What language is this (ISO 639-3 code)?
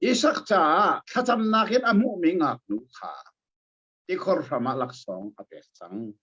cnh